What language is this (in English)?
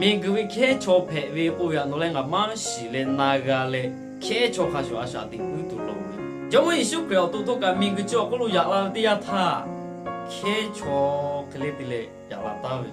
Lahu